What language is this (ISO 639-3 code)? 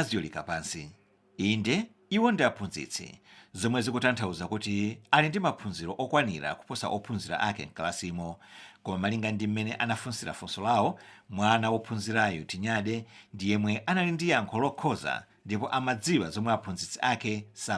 nya